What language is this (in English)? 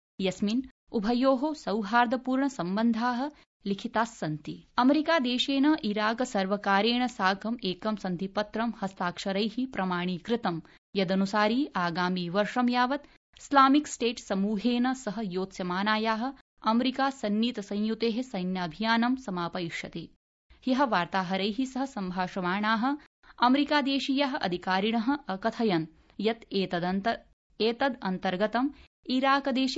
Sanskrit